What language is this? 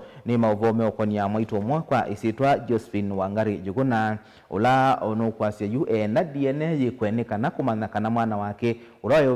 Kamba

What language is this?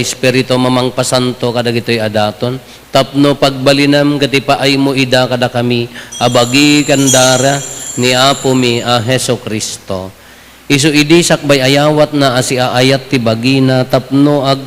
Iloko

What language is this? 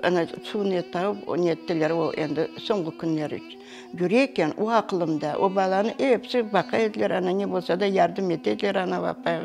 Crimean Tatar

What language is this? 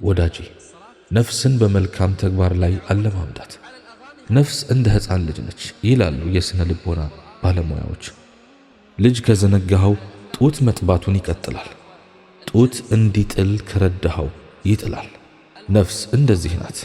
Amharic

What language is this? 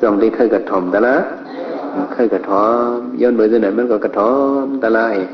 Shan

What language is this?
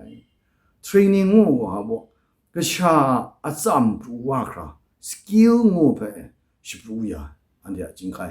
Kachin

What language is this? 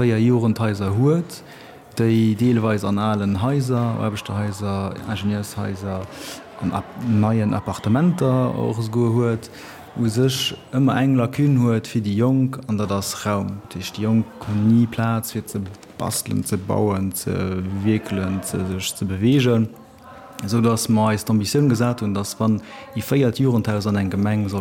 Luxembourgish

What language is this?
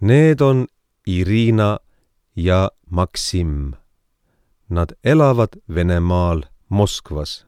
Estonian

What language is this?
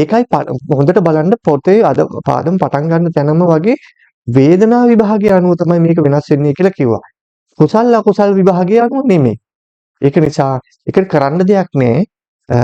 Sinhala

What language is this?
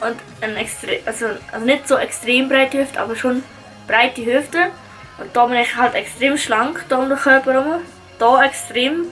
Swiss German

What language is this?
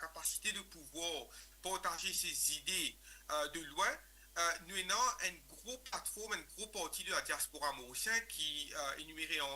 Morisyen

